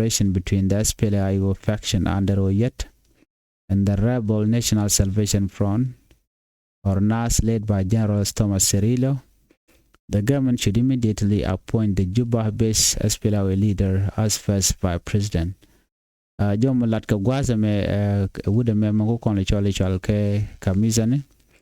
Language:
Nuer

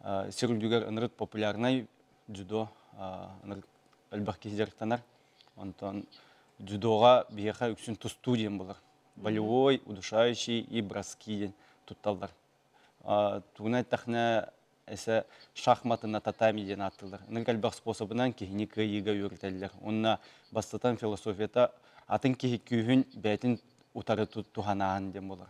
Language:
Yakut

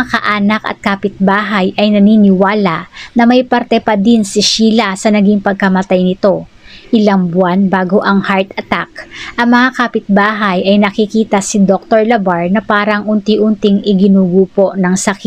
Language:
Filipino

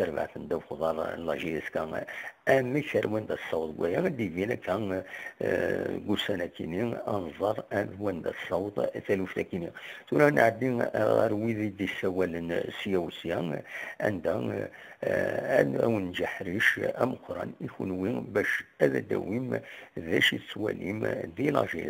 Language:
Kabyle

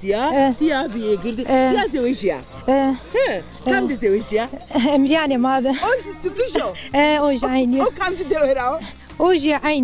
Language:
Zaza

